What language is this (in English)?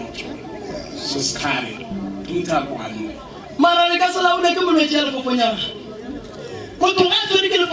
Northern Sotho